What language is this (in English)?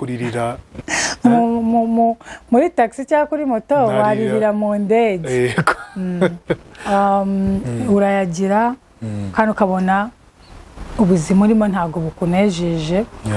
Kinyarwanda